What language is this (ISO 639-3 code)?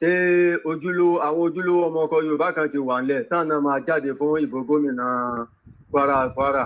yor